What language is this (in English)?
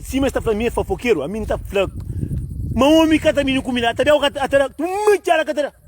Kabuverdianu